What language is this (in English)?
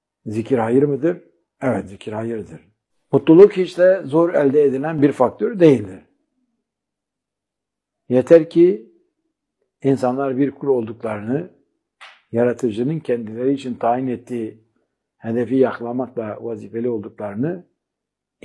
Turkish